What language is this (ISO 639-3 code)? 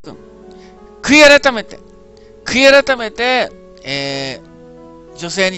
jpn